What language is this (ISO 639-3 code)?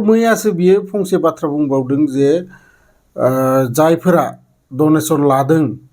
brx